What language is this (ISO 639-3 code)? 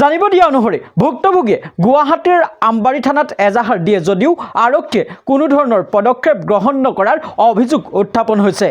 asm